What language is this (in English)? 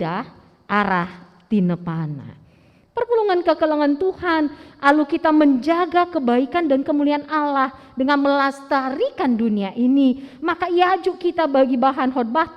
Batak Karo